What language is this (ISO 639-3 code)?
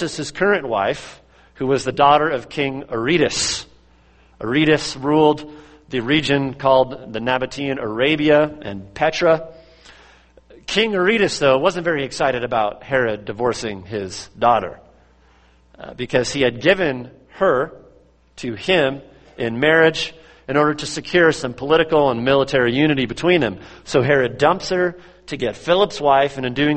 eng